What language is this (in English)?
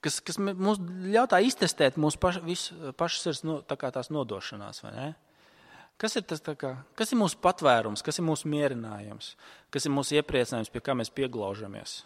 Latvian